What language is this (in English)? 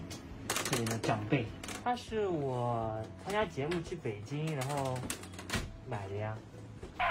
Chinese